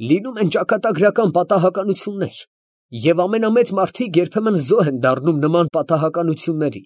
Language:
Armenian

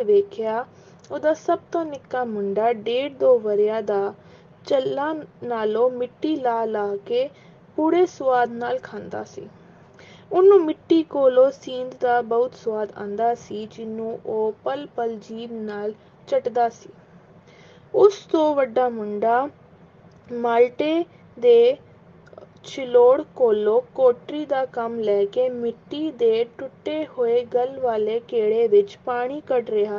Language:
Punjabi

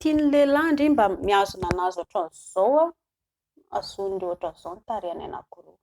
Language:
Malagasy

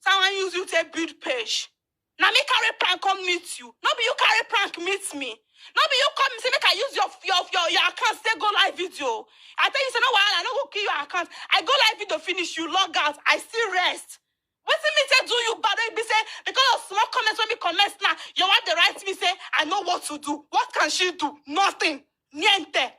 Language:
Nigerian Pidgin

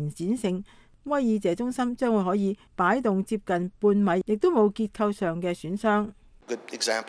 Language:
Cantonese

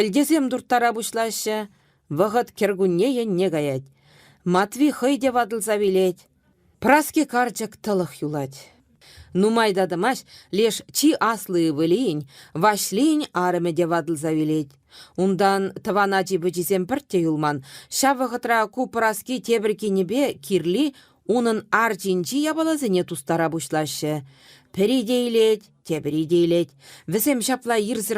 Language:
Chuvash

